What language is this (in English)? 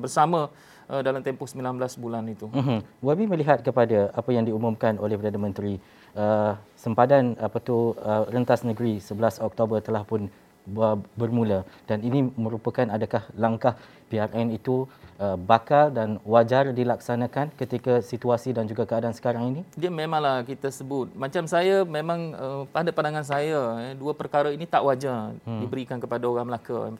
Malay